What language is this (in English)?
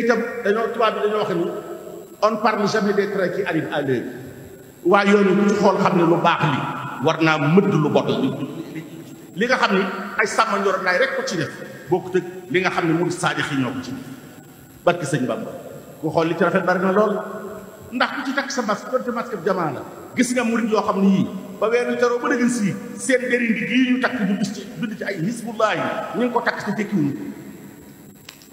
Wolof